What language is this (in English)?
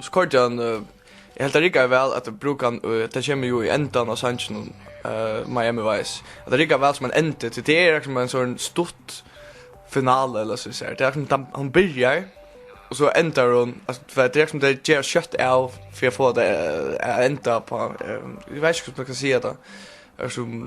Faroese